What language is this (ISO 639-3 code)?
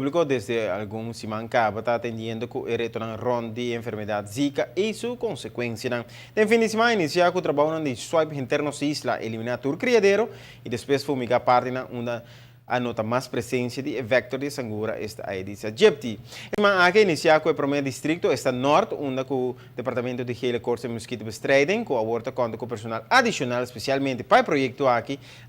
pap